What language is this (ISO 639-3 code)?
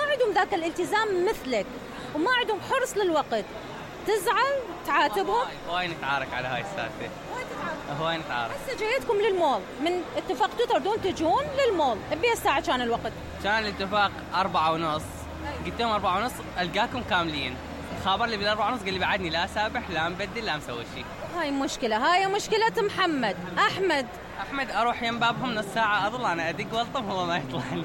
acm